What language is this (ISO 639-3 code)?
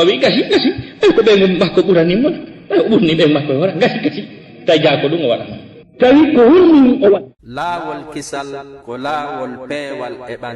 ful